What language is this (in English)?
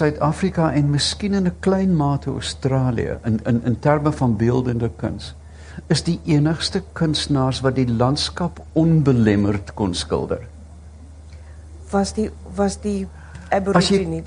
Afrikaans